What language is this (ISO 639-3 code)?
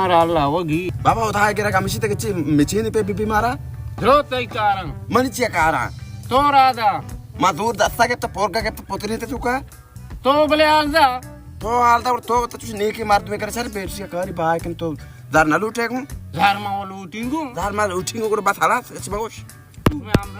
bal